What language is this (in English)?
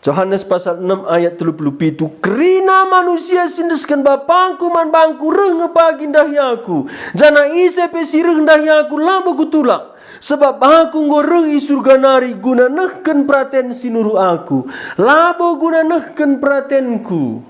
Batak Karo